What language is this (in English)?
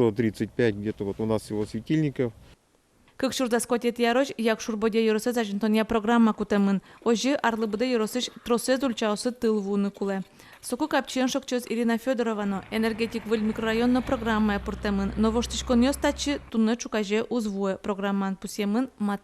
Udmurt